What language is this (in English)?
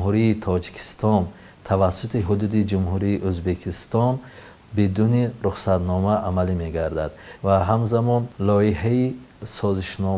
Tajik